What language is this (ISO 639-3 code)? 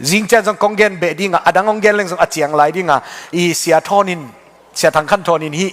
ctd